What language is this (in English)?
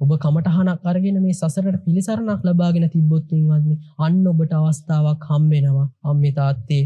Sinhala